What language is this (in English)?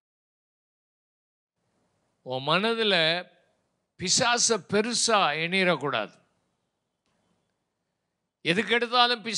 Tamil